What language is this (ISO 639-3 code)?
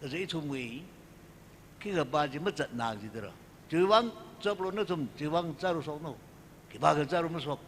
nmf